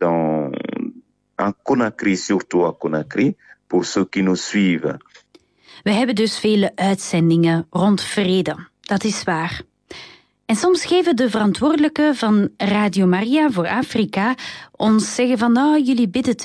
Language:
Dutch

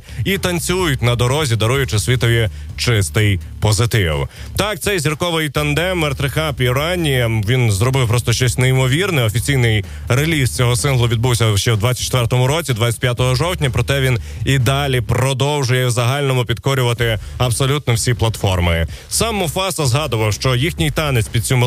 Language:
Ukrainian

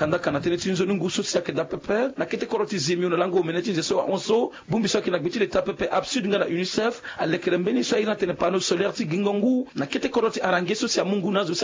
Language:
Sango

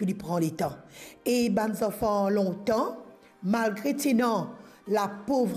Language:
Morisyen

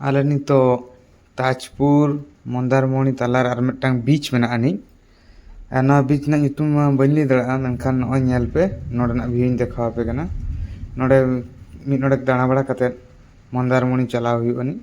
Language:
Santali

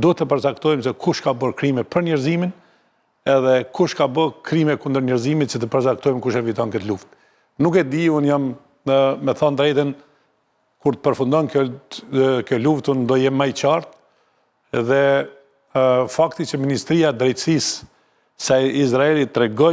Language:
Albanian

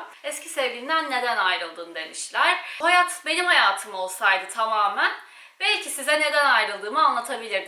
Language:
Turkish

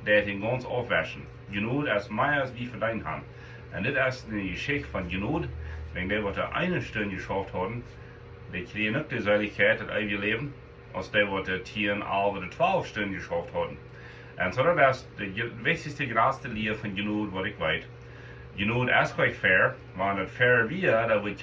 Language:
Plautdietsch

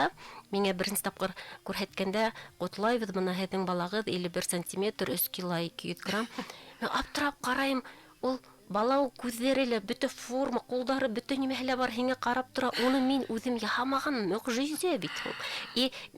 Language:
Bashkir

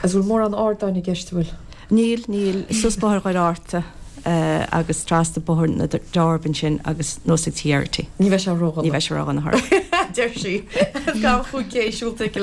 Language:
Irish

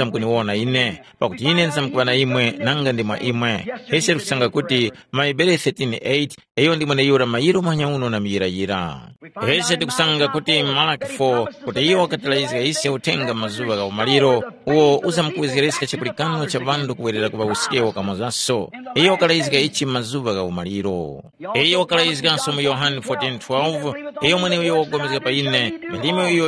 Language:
Tumbuka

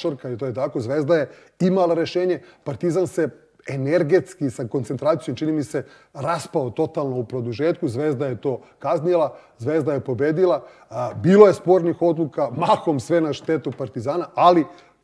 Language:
Serbian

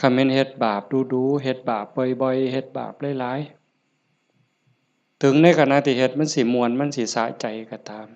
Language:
Lao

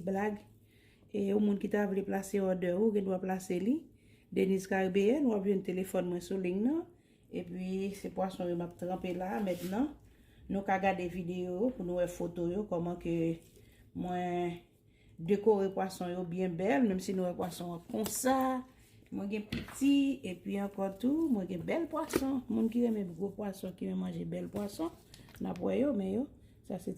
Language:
Haitian Creole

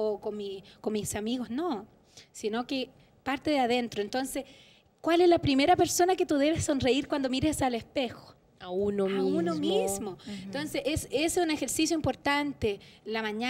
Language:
Spanish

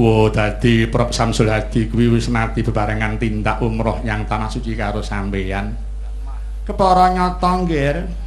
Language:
Javanese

